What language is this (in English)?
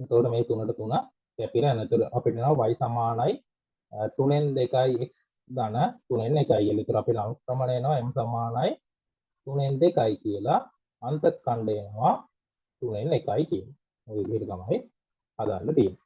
Sinhala